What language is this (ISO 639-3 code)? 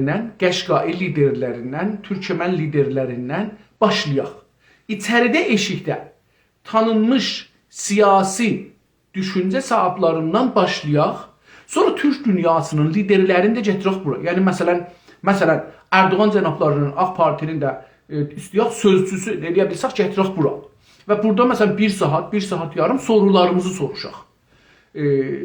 azb